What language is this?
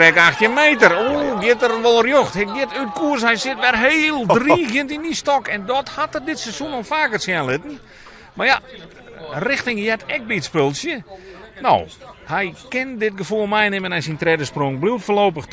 Western Frisian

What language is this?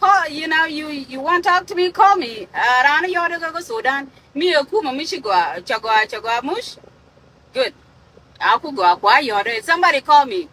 Nuer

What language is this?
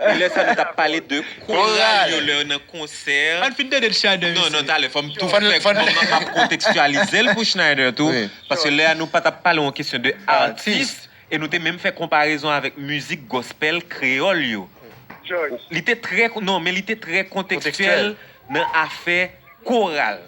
Haitian Creole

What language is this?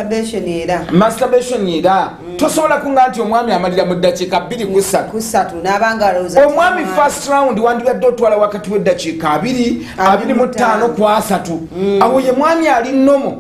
Ganda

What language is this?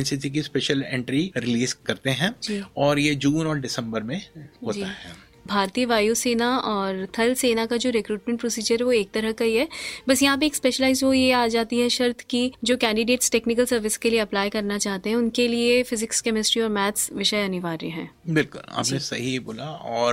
Hindi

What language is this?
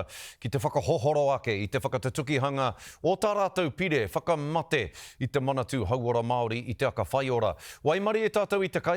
Māori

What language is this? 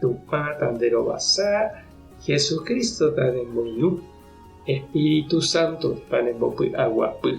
Guarani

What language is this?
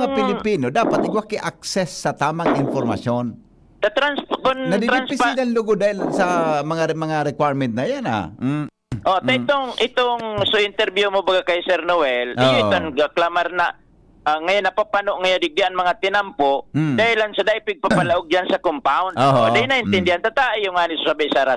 Bikol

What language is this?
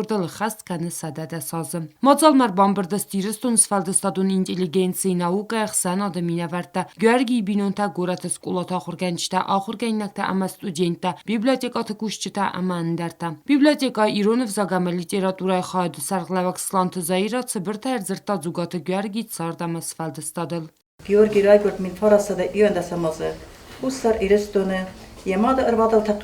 Ossetic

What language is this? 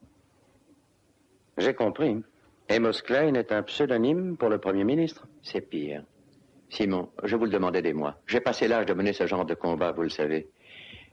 French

